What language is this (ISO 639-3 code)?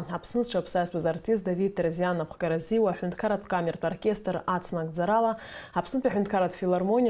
abk